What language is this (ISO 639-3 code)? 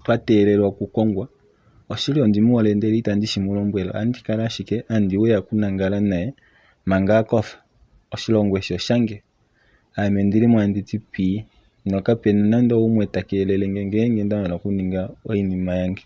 kua